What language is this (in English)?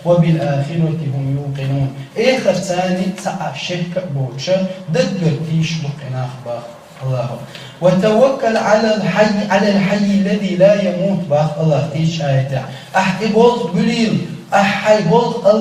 Chechen